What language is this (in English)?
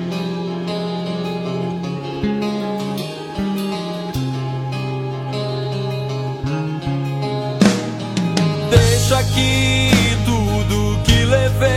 Portuguese